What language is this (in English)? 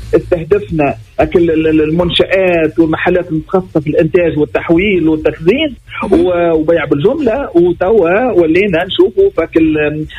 Tunisian Arabic